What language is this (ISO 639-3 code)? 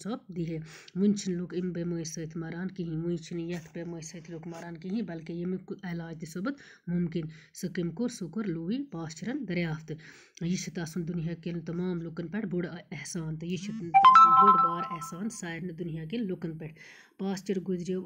kas